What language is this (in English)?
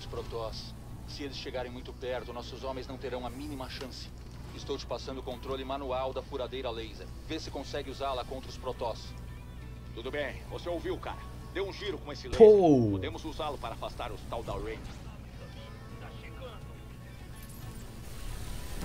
Portuguese